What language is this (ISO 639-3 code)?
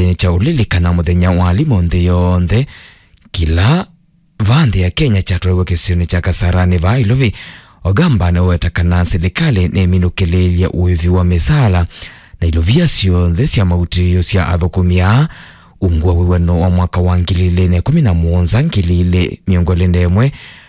kam